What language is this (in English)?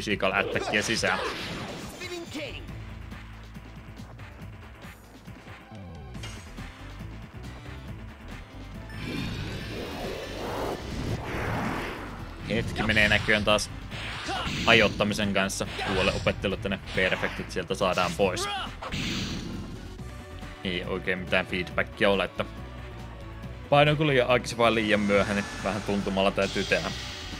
Finnish